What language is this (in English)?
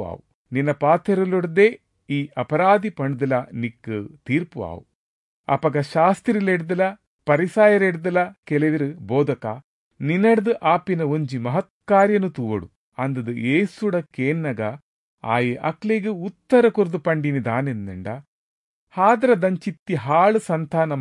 Tulu